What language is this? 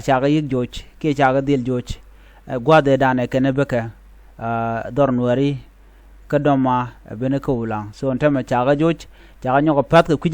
Nuer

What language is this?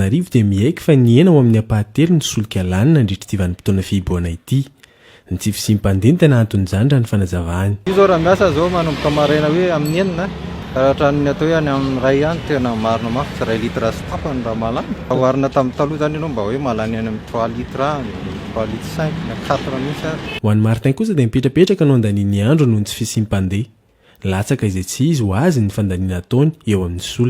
Malagasy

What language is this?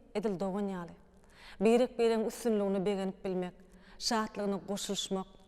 Turkmen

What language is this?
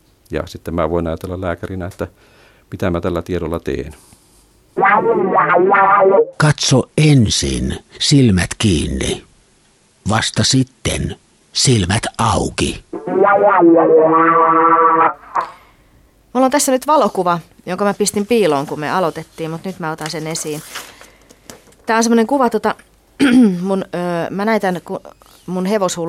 Finnish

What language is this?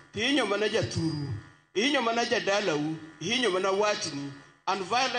Luo (Kenya and Tanzania)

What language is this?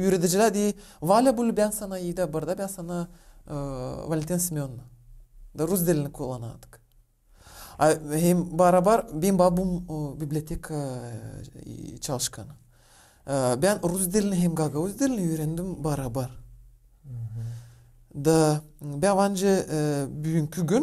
Gagauz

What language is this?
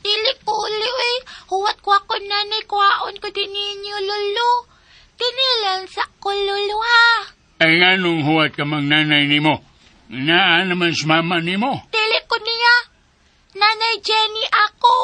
Cebuano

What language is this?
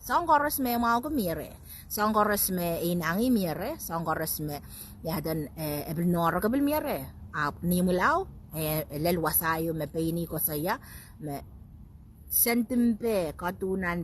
Pohnpeian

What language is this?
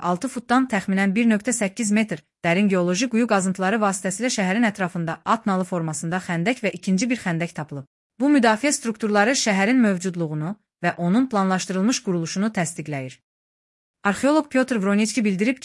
Azerbaijani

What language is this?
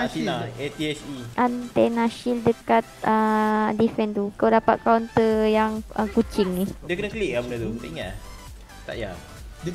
Malay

